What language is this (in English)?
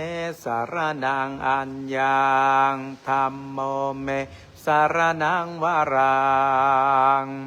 Pali